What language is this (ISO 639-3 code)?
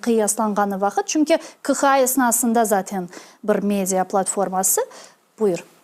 crh